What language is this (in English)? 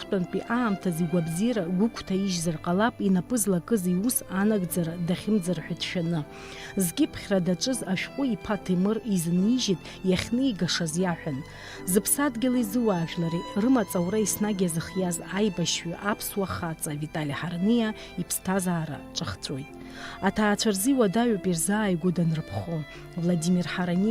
Abkhazian